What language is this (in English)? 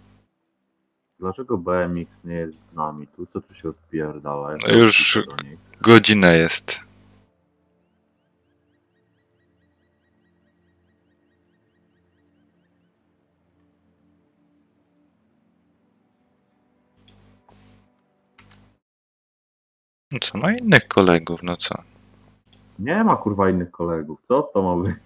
Polish